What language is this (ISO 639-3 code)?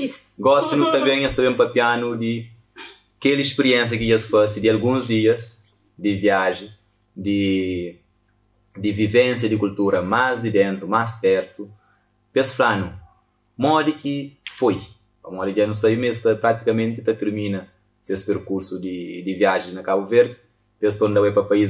kea